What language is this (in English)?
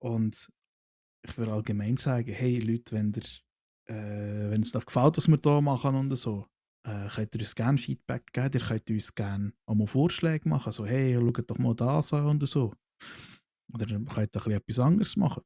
Swiss German